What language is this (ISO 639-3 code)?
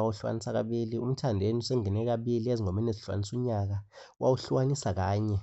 zul